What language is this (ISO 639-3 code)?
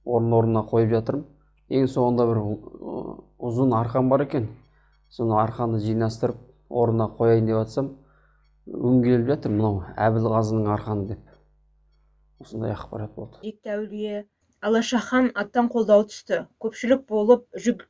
kaz